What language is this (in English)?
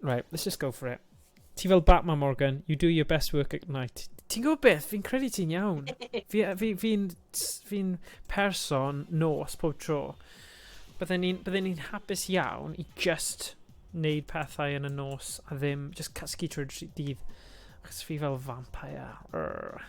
Welsh